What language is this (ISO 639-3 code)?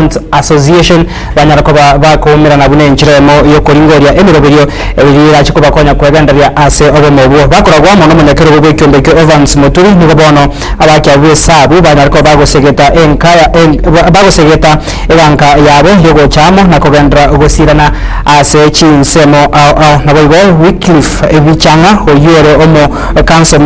guz